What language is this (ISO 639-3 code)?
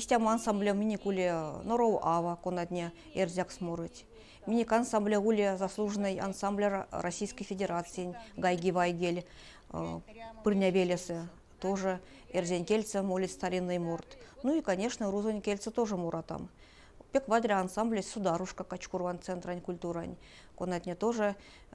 myv